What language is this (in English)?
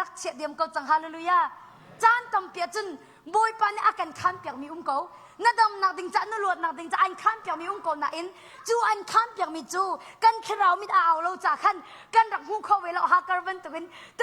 Hakha Chin